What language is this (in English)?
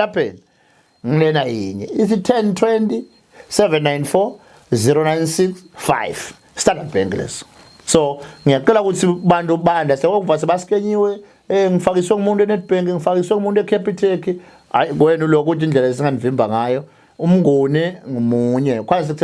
Zulu